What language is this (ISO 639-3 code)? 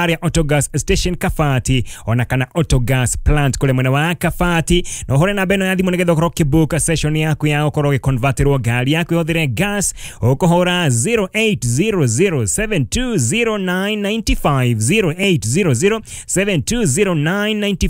kik